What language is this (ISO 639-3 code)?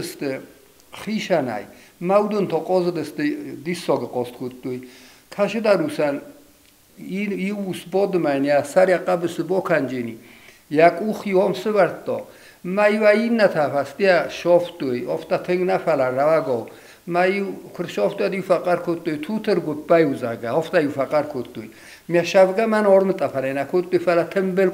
oss